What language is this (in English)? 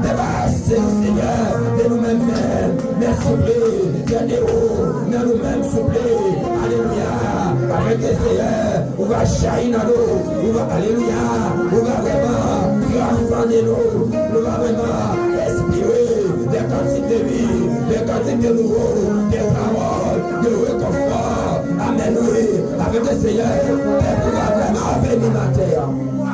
Haitian Creole